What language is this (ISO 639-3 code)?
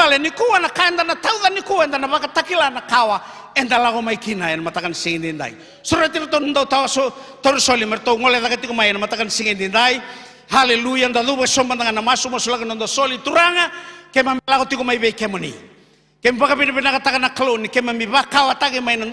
fij